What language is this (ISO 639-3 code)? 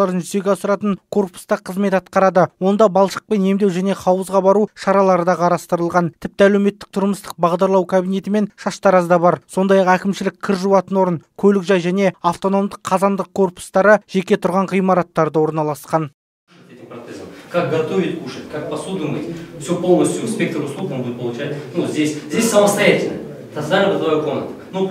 kaz